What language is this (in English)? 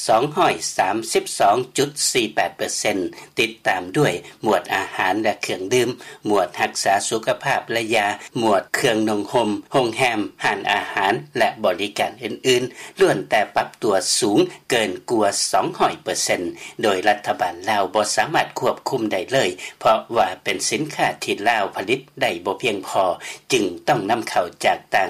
Lao